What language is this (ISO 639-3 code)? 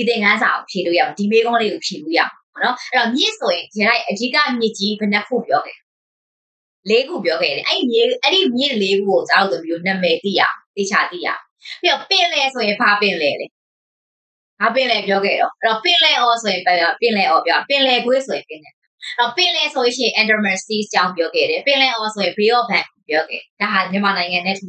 mya